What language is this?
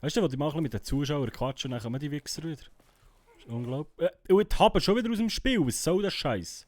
Swiss German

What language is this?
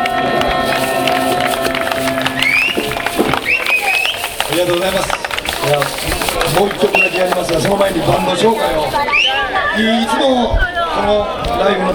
Japanese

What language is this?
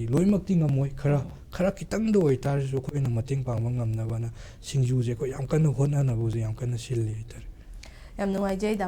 Manipuri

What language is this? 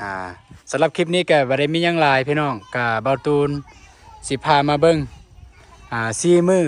Lao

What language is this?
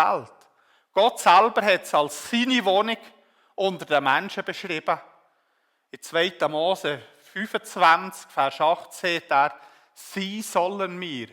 Swiss German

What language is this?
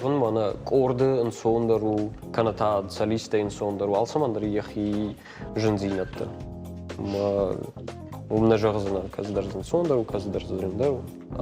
Ossetic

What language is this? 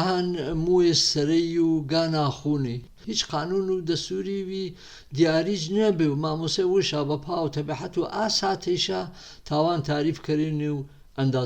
Gurani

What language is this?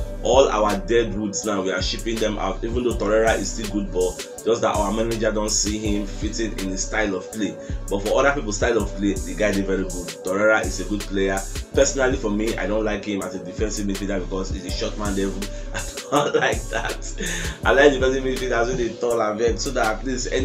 Nigerian Pidgin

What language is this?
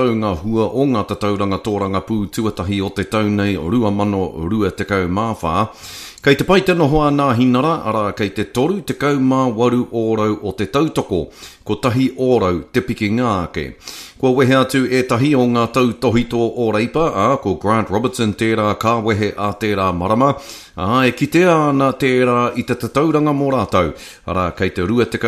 Māori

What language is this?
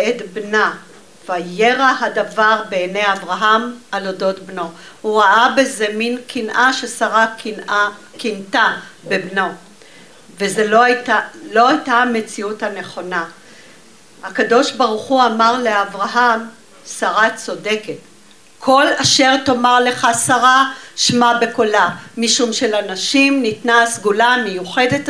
Hebrew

